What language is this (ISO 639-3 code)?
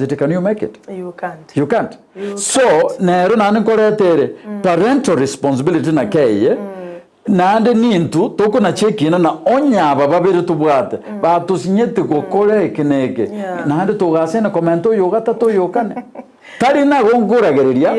guz